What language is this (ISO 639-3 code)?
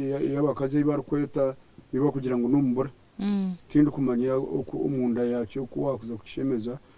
nyn